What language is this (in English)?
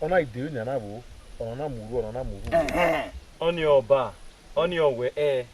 Bini